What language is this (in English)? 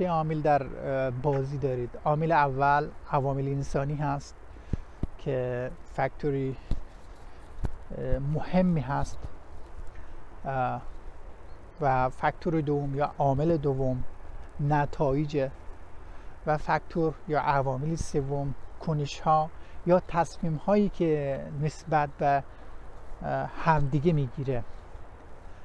Persian